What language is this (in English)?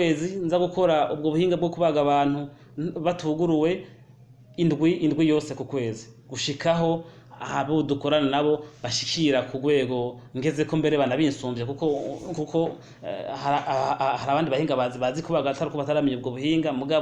Rundi